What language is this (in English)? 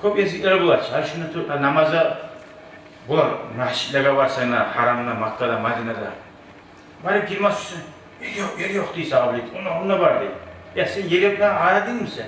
Kumyk